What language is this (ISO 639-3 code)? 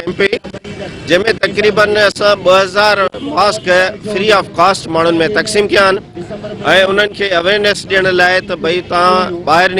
snd